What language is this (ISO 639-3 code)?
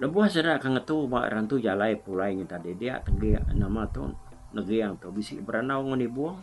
iba